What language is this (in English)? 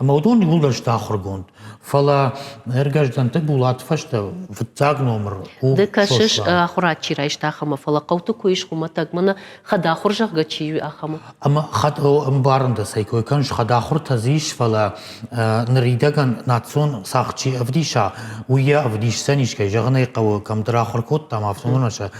Ossetic